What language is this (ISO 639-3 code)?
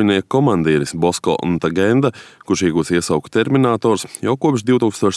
lav